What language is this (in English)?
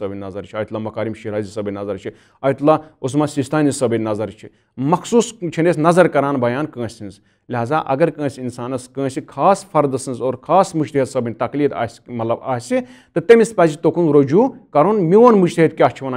Kashmiri